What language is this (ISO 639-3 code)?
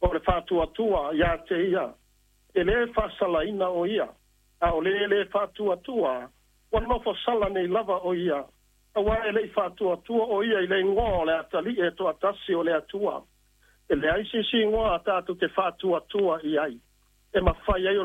smo